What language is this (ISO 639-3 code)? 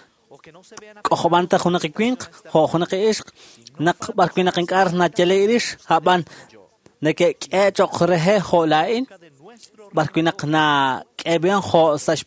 kek